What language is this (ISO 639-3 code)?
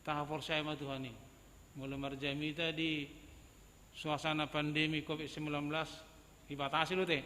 bbc